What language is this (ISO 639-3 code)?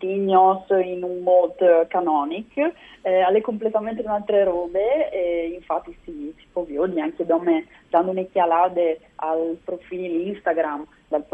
fur